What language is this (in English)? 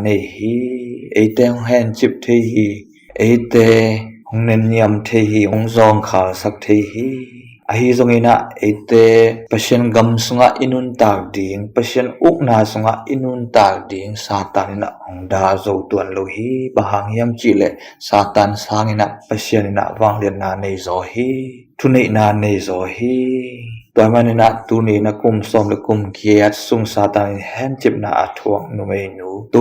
Tedim Chin